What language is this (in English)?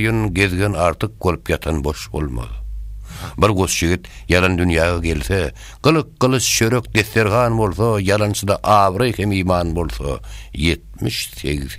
Turkmen